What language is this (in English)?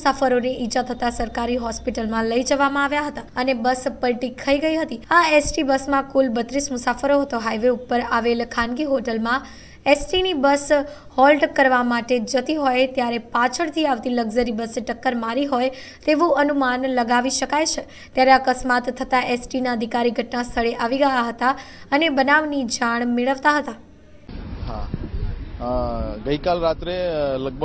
Gujarati